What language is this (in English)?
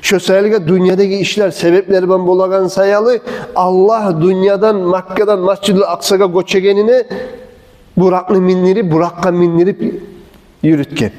Kumyk